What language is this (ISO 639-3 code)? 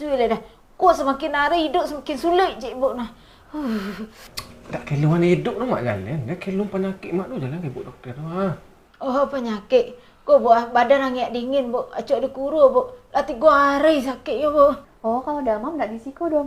min